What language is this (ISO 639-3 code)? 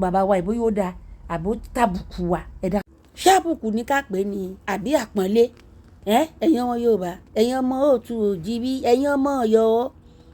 yor